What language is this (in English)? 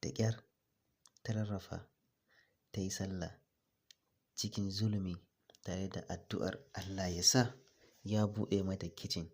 Hausa